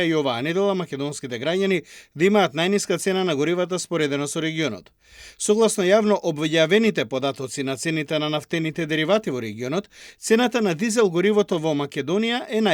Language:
Macedonian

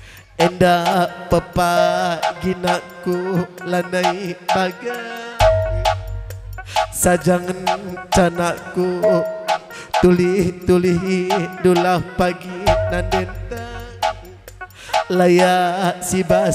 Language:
Batak Karo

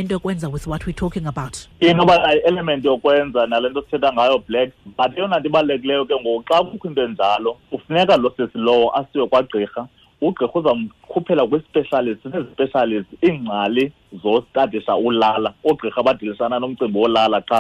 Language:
Xhosa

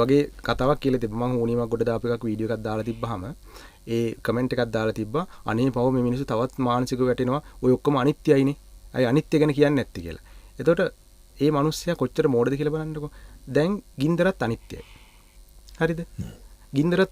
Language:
Sinhala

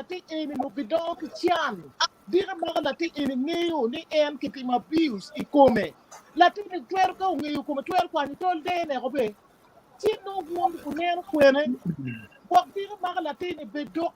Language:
Acoli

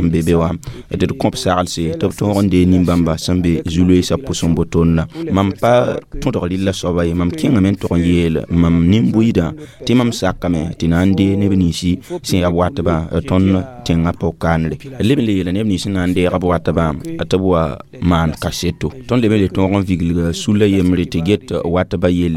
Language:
Mossi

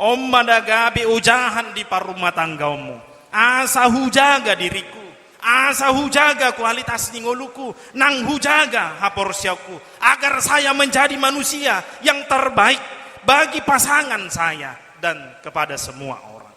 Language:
Batak Toba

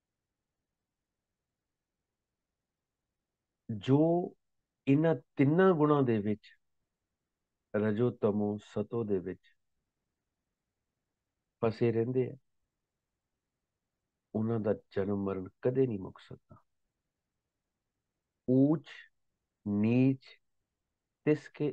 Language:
Punjabi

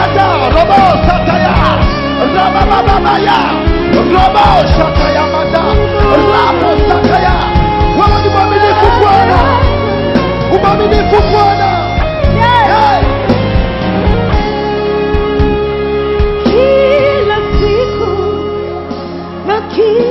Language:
Swahili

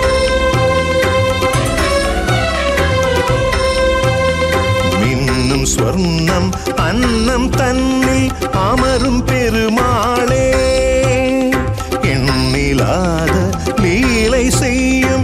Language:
Tamil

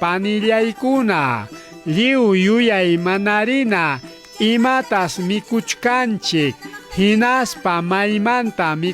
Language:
Ayacucho Quechua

